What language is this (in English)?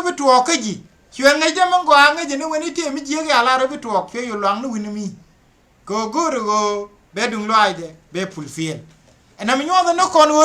Nuer